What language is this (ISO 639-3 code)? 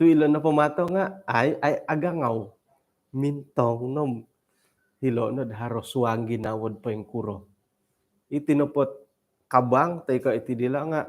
dtp